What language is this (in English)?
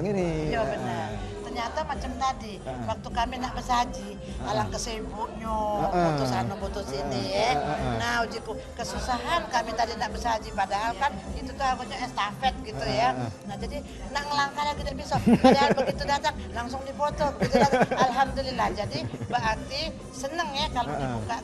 Musi